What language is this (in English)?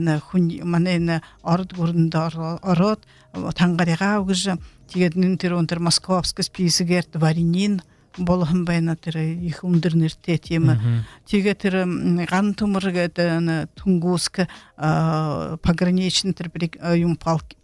Buriat